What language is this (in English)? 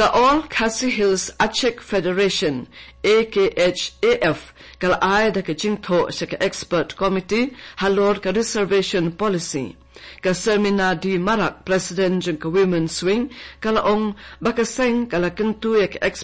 Khasi